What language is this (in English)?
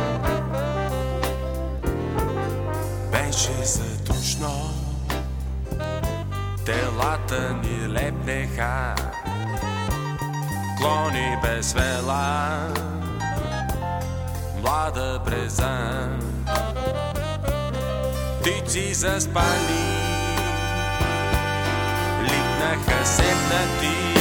Bulgarian